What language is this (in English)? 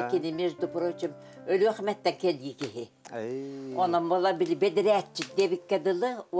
Yakut